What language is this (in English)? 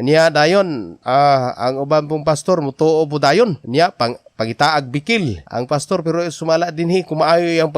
Cebuano